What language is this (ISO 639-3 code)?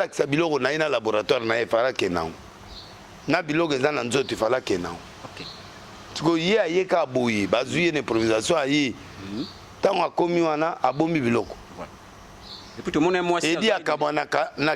lin